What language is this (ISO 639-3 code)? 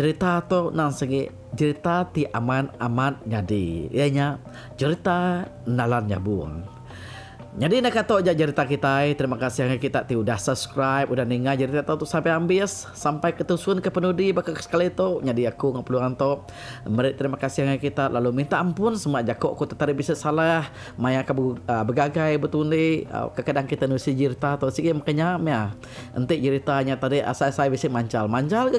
iba